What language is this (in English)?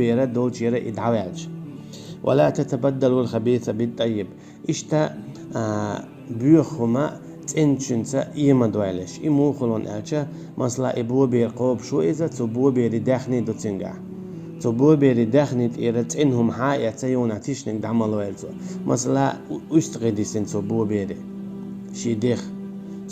Chechen